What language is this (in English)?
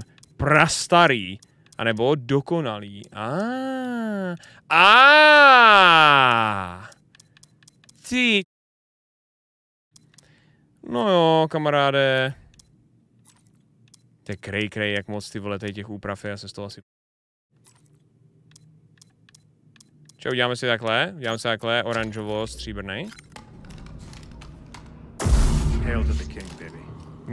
Czech